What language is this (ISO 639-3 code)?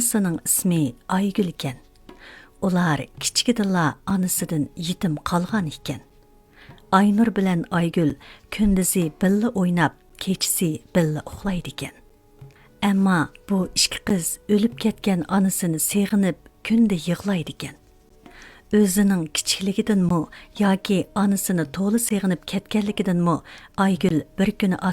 uig